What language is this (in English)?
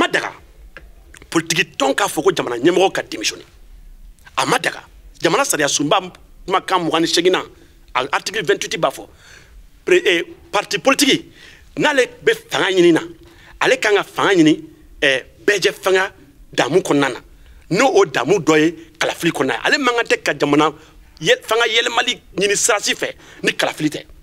Bambara